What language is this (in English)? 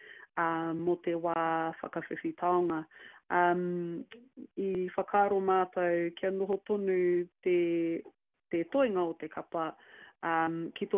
Māori